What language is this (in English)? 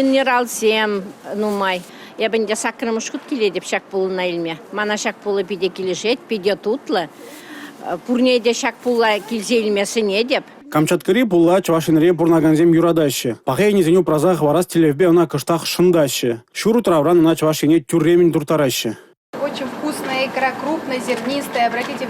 Chuvash